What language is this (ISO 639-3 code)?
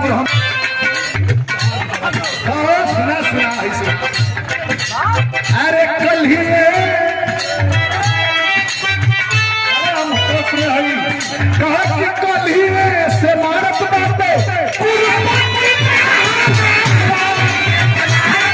bho